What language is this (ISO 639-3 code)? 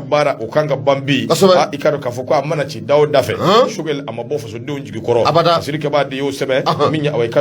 bam